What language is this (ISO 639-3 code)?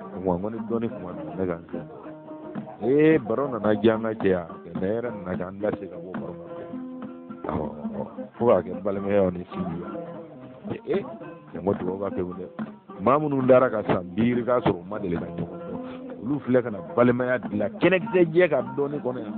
bam